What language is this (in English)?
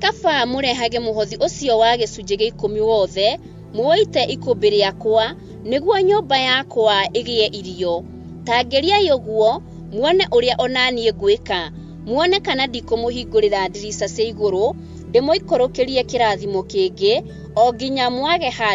Kikuyu